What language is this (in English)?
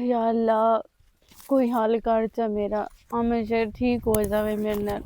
Western Panjabi